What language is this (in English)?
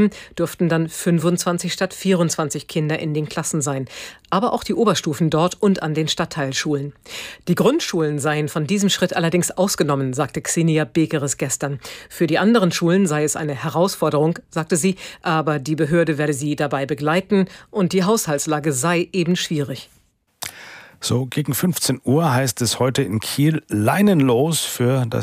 German